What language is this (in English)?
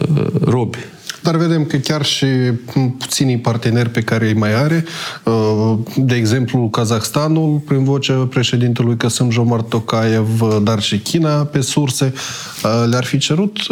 Romanian